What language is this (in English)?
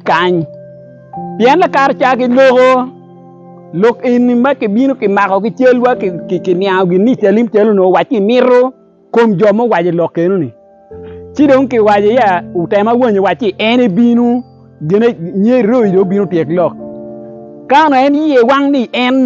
Acoli